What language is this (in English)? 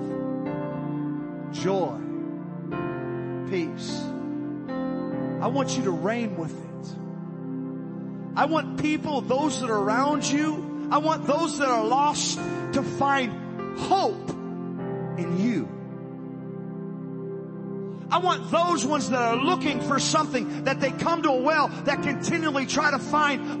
English